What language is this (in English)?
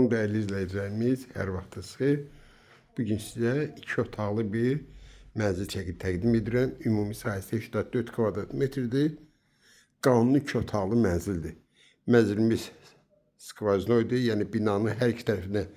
Azerbaijani